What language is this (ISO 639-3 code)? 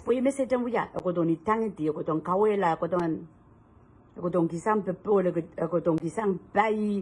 pon